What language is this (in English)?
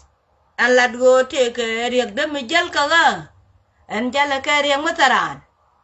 Nuer